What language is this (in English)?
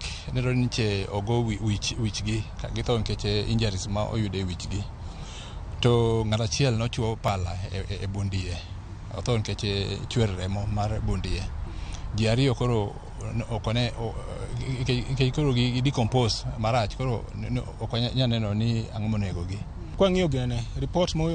Luo (Kenya and Tanzania)